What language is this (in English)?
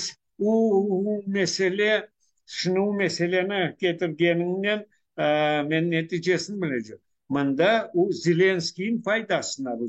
Crimean Tatar